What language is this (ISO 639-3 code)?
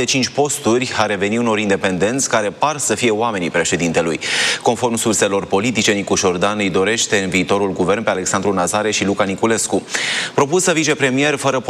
ron